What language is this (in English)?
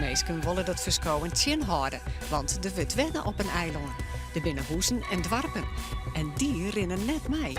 Western Frisian